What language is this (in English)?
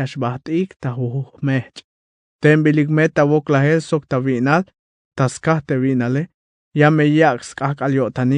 Tzeltal